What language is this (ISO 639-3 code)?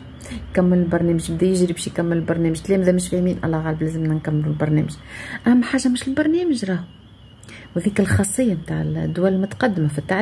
aeb